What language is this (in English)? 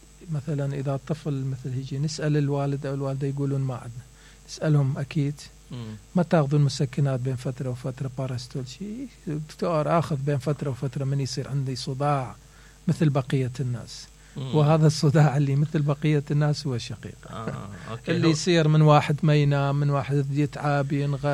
Mesopotamian Arabic